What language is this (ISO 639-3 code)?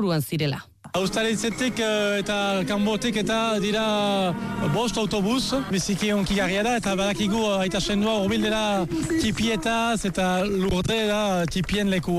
eus